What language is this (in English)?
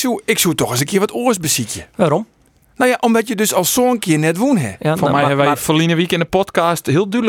Western Frisian